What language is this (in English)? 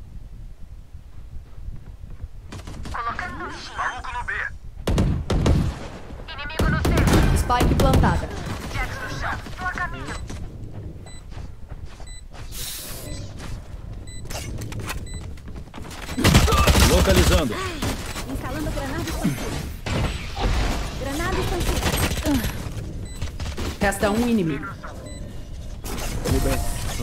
Portuguese